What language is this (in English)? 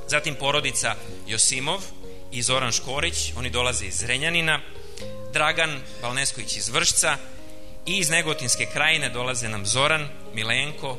Serbian